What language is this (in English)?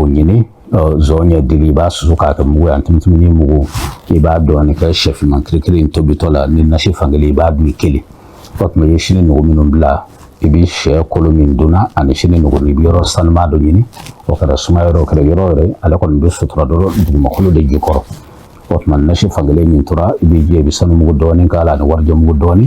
Bambara